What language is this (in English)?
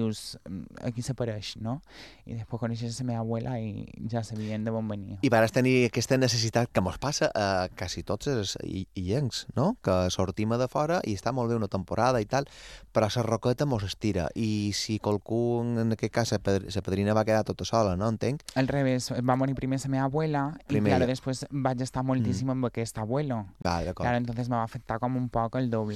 Catalan